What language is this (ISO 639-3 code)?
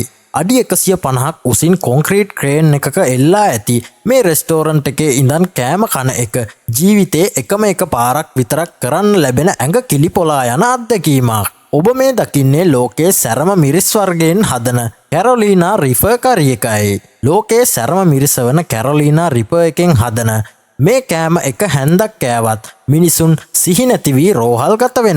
sin